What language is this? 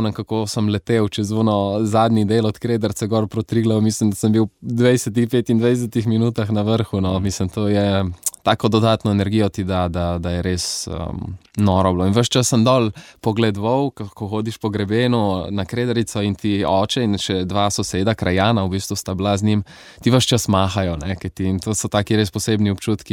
Slovenian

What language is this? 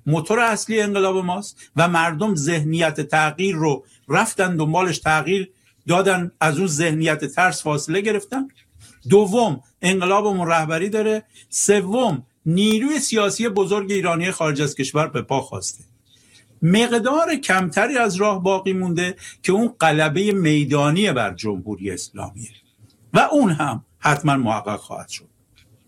Persian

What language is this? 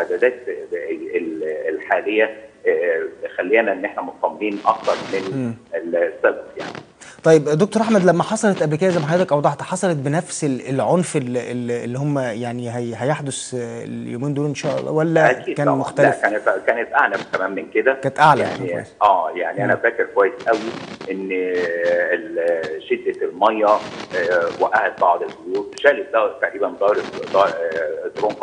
Egyptian Arabic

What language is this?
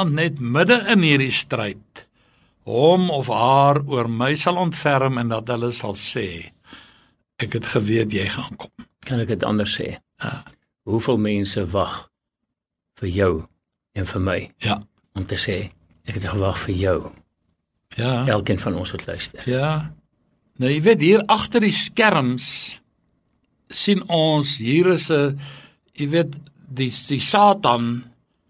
Afrikaans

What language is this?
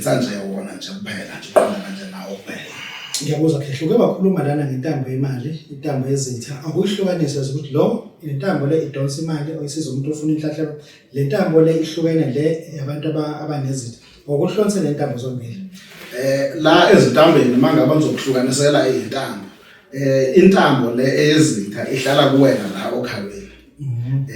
Zulu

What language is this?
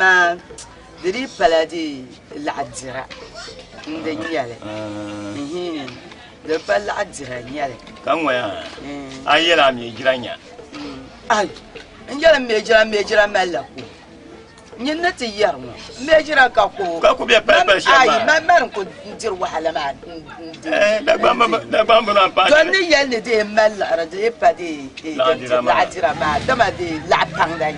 Dagbani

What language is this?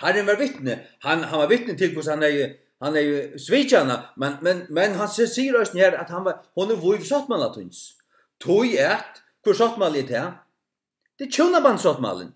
Faroese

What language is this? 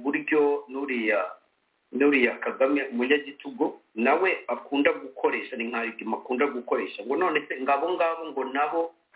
Kinyarwanda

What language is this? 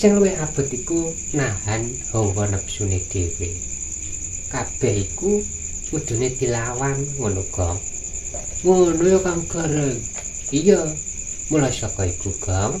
Javanese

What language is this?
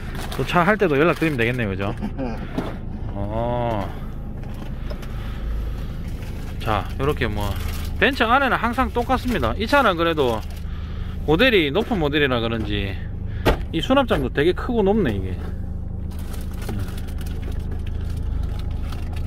Korean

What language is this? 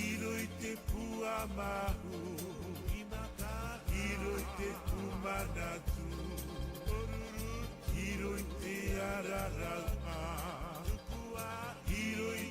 Tahitian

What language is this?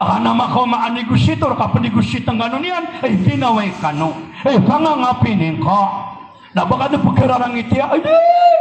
Maranao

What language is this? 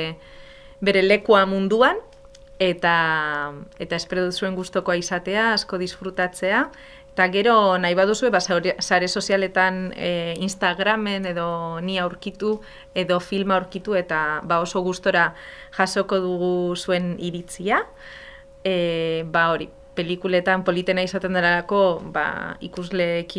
Basque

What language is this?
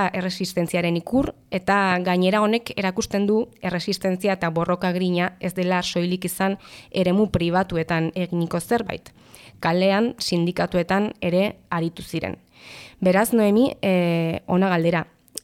Basque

